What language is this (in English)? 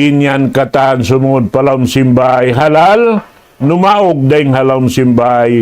Tausug